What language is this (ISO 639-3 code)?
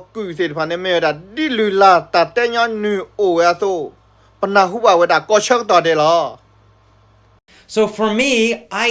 ksw